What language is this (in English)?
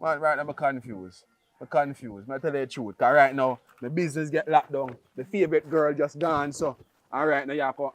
Jamaican Creole English